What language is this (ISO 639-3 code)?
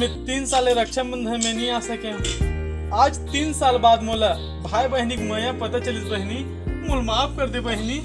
hne